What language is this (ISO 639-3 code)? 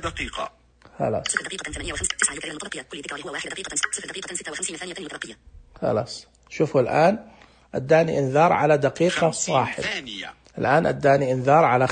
ars